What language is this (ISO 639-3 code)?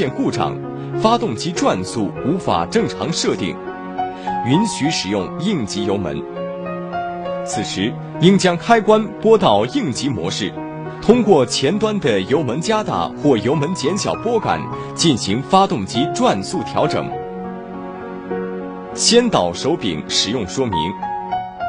zho